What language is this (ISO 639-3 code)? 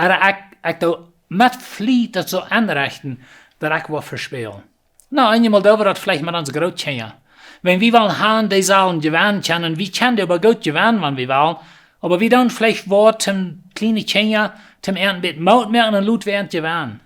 pdt